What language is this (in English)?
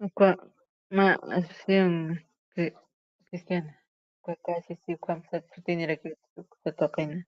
Aymara